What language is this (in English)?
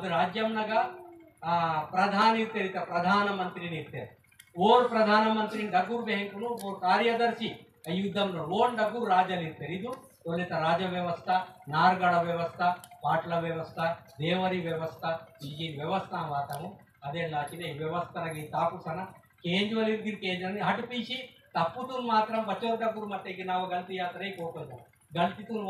Aheri Gondi